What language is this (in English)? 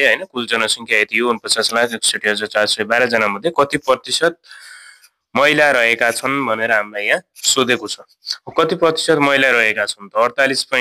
Nepali